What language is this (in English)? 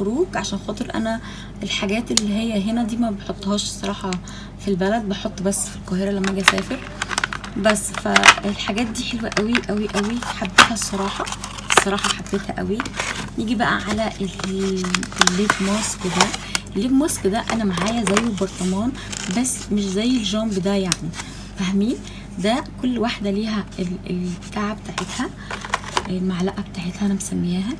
Egyptian Arabic